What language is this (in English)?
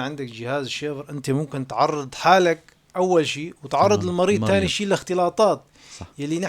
North Levantine Arabic